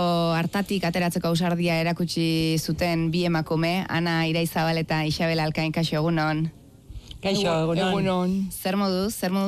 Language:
Basque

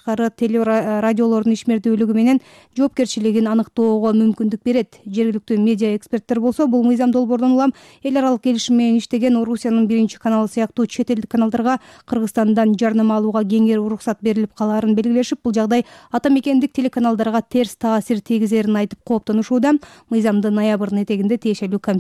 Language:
Kyrgyz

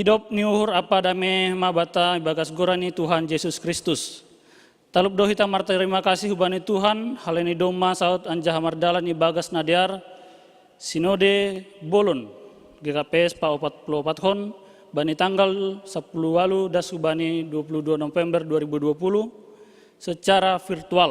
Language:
Batak Simalungun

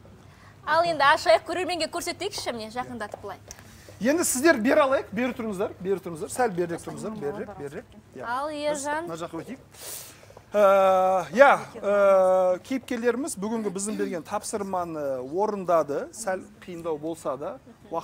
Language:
Kazakh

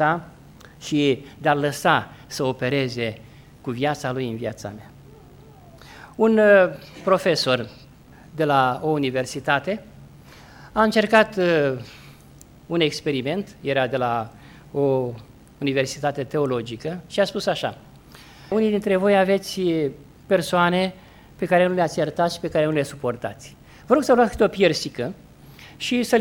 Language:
Romanian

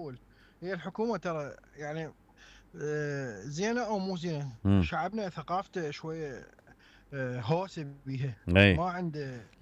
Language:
Mesopotamian Arabic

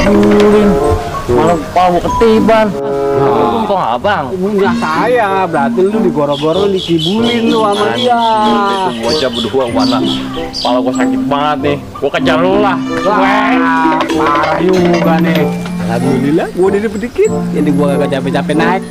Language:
Betawi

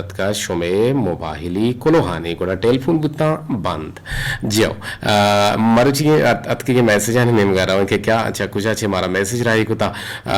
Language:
Eastern Balochi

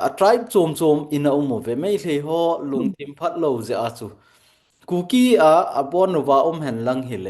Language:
Thado Chin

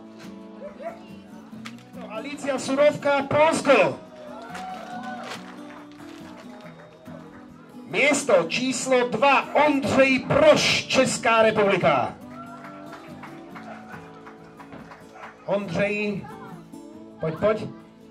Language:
Slovak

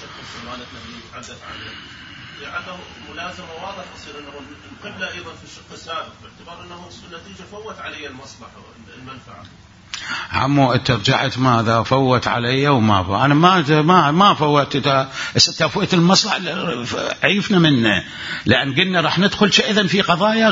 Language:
Mesopotamian Arabic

